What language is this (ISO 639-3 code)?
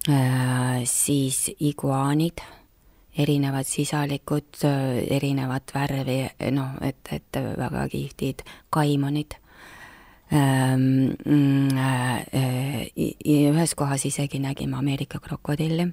est